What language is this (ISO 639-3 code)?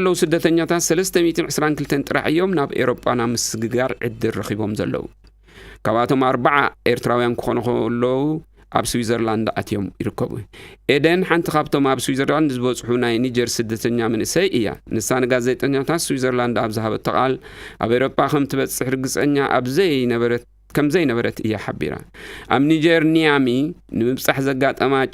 tir